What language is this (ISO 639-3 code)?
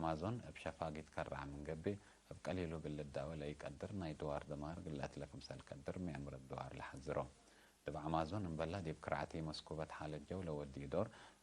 tig